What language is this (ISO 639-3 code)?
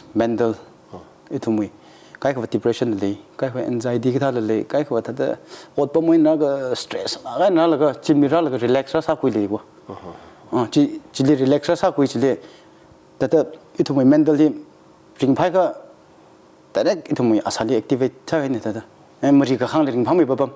nmf